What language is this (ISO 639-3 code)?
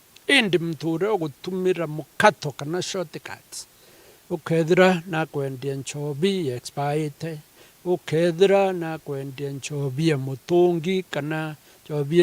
mer